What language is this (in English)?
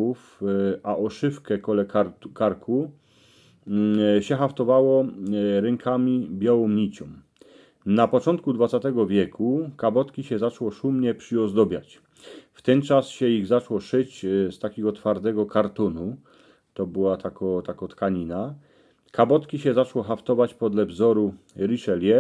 Silesian